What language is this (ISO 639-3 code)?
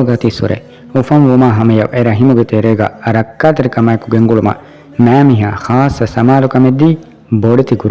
div